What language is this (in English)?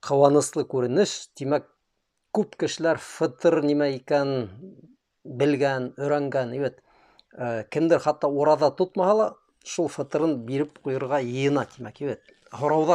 Bashkir